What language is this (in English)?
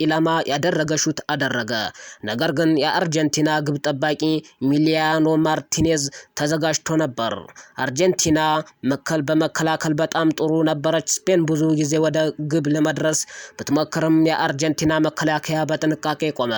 Amharic